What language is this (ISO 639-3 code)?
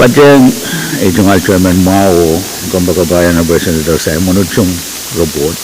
pon